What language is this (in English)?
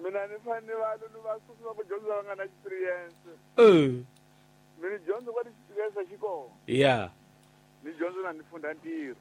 Tsonga